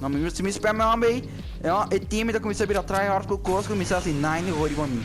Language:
Papiamento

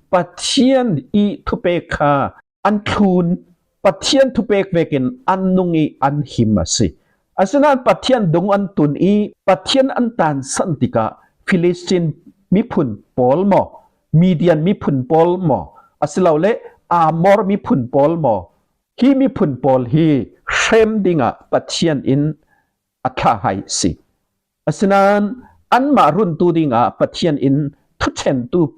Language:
Falam Chin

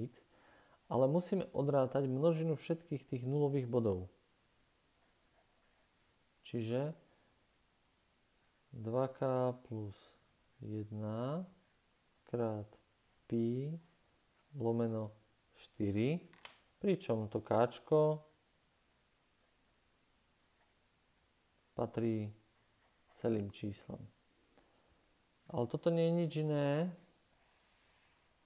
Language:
Slovak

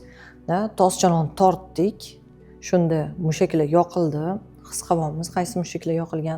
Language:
Uzbek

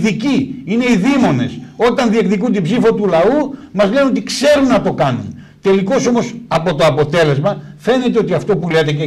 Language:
Greek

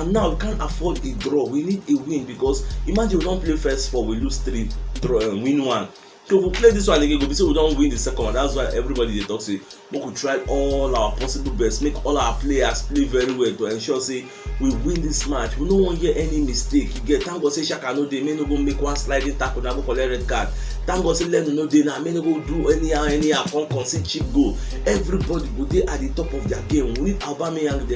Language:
Nigerian Pidgin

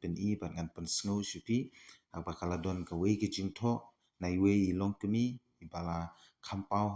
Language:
Khasi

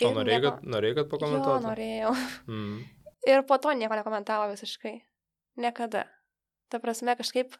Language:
Lithuanian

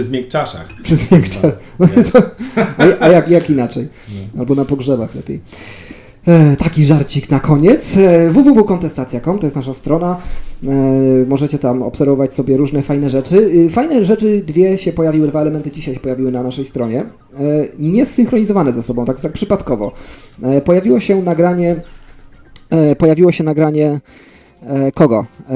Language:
Polish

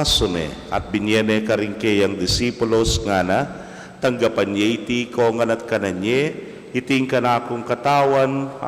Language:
Pampanga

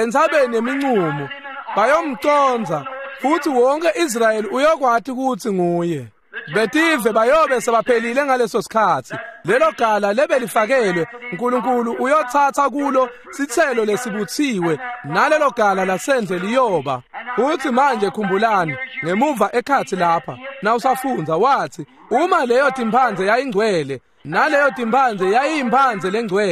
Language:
Swati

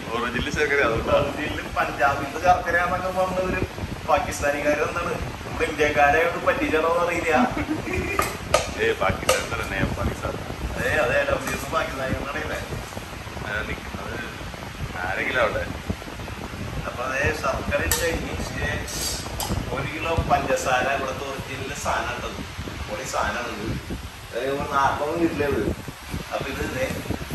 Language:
Malayalam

